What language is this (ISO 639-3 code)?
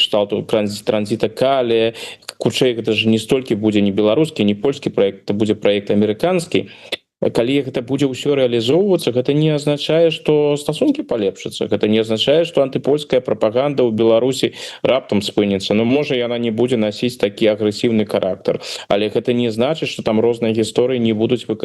bel